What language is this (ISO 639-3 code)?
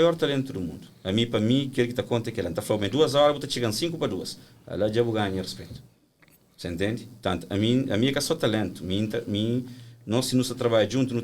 kea